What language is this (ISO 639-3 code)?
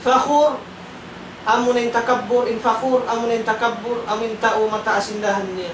tsg